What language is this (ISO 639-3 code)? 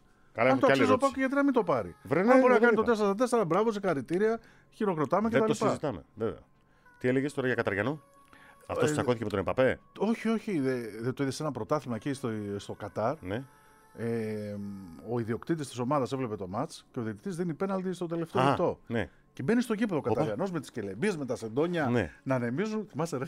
ell